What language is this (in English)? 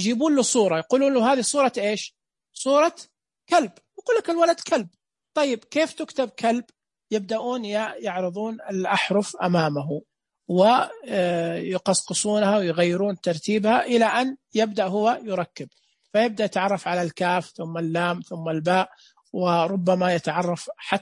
Najdi Arabic